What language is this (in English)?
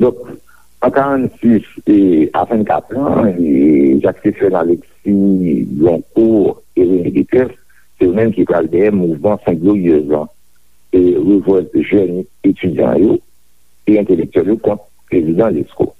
Haitian Creole